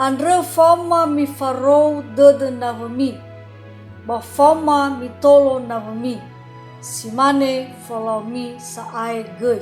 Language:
Nias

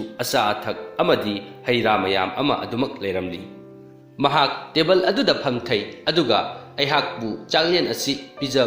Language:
Manipuri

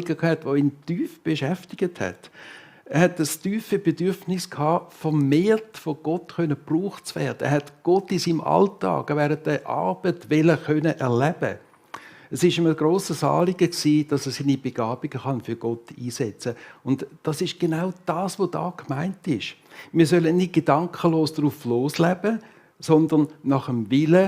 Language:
Swiss German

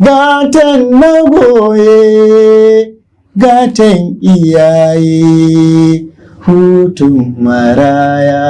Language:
Hausa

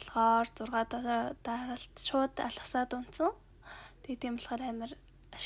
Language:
Mongolian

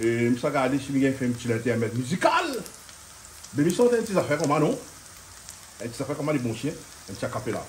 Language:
Réunion Creole French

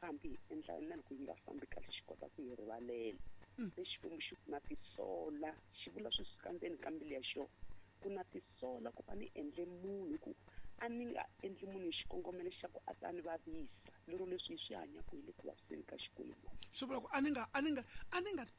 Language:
Tsonga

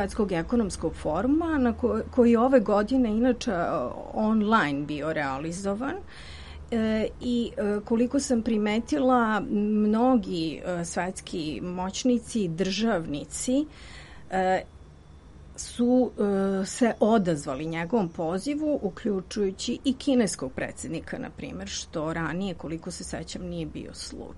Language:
Serbian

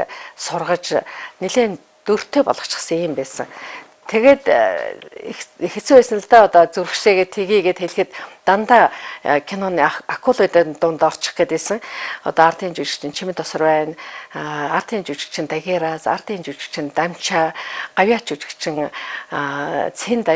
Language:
Mongolian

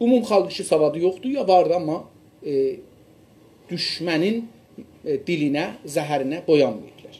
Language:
South Azerbaijani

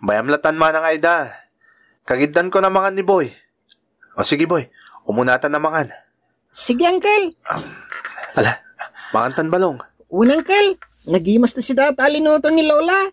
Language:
Iloko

